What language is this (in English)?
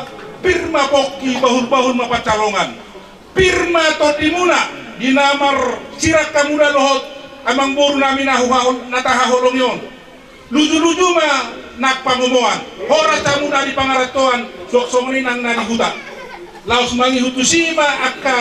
Batak Toba